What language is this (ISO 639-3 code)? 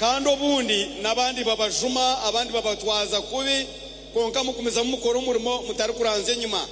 nyn